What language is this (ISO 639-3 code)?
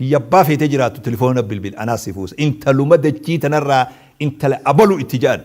orm